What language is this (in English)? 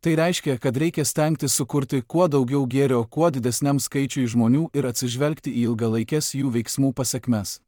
Lithuanian